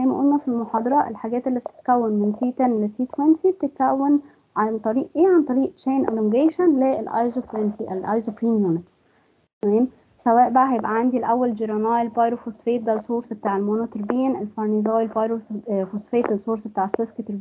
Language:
Egyptian Arabic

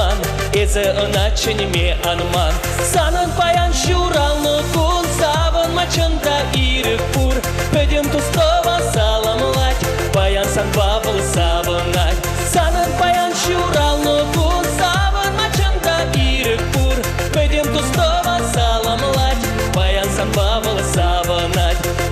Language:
Chuvash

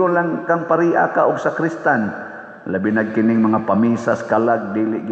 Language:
Cebuano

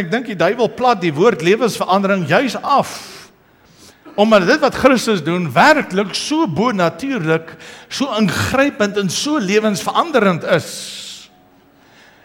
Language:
Afrikaans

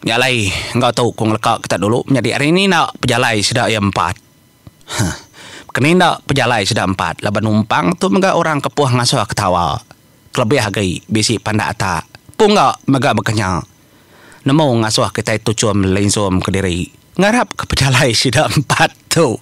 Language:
Iban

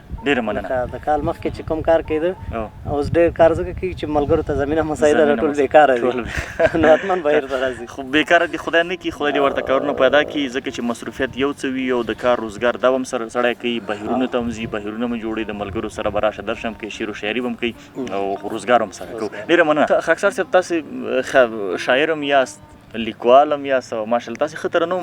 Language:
Pashto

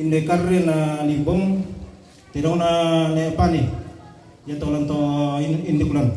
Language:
Toraja-Sa'dan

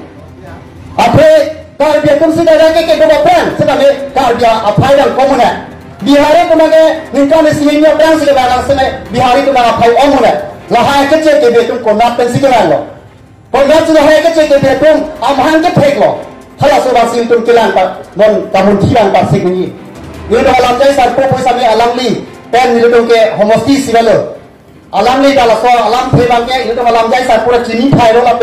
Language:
Karbi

